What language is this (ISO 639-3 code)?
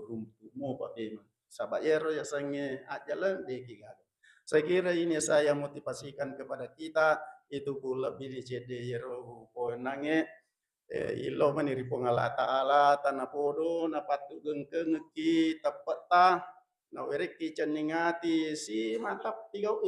bug